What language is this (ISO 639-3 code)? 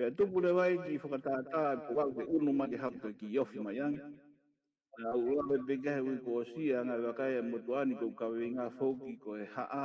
ton